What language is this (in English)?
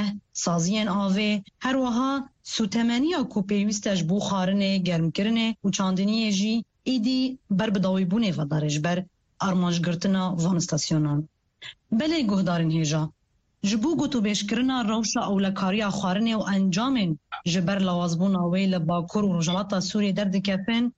Kurdish